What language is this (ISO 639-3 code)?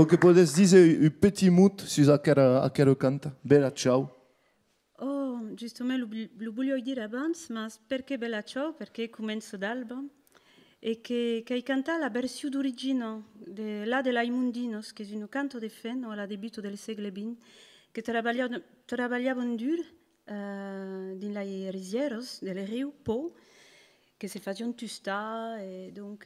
oci